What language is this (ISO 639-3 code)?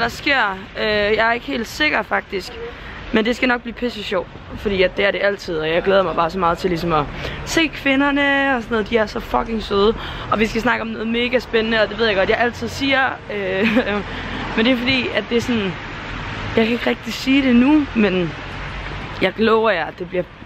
dan